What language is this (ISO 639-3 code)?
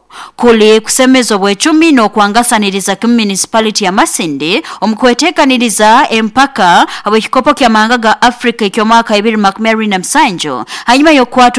nyo